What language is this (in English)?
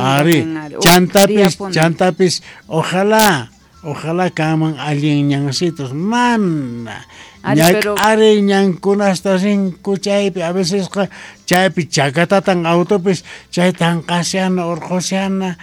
Quechua